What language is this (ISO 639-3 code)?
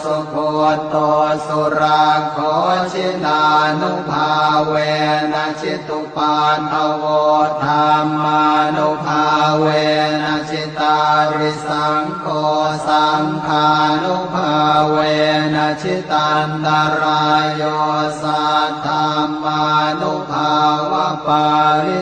pli